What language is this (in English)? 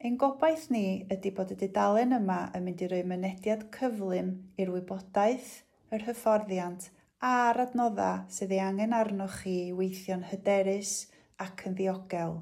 Welsh